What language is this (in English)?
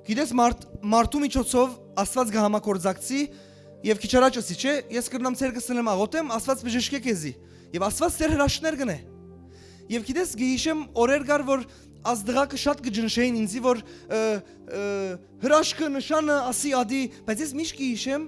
Western Armenian